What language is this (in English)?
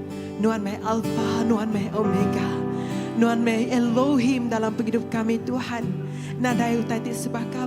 Iban